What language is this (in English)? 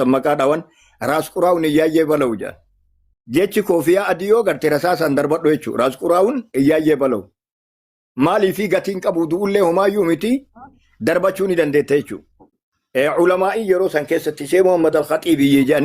Oromo